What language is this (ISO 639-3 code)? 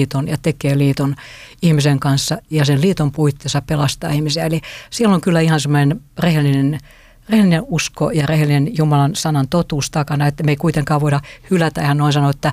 fin